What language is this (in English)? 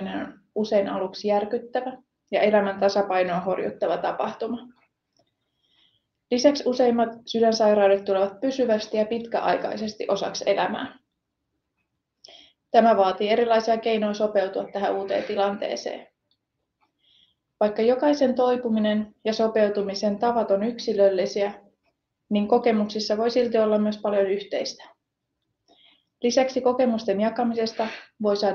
Finnish